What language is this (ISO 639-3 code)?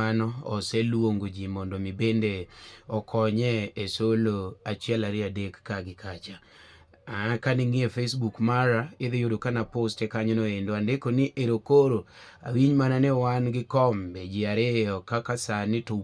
luo